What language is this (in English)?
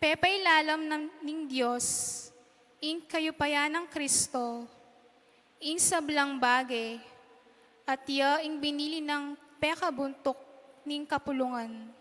Pampanga